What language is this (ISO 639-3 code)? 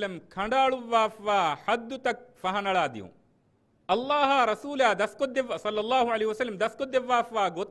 div